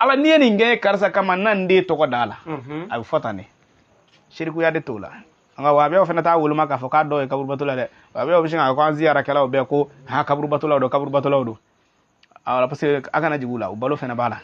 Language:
Bambara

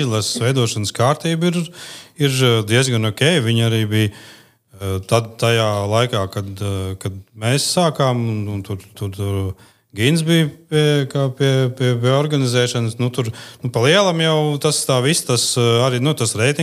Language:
Latvian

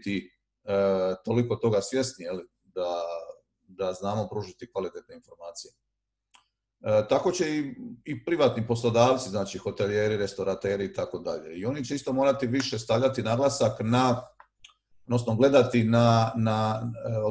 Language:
Croatian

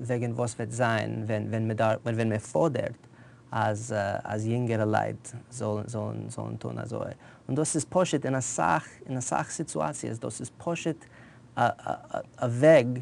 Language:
Yiddish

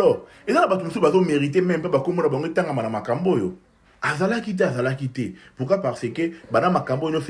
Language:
Lingala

